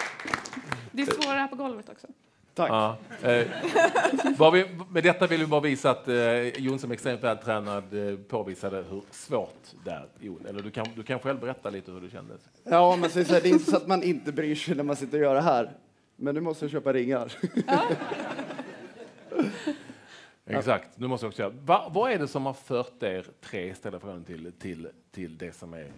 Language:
Swedish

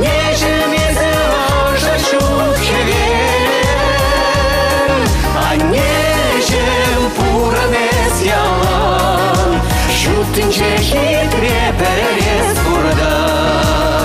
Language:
Chuvash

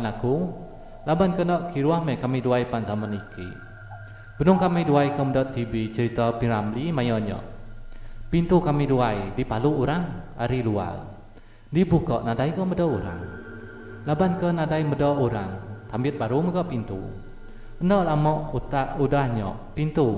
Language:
Iban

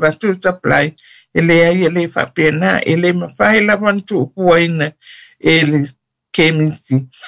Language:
Samoan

